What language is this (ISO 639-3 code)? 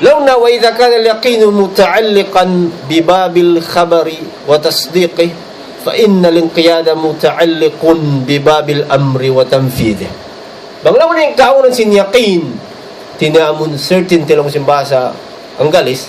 tsg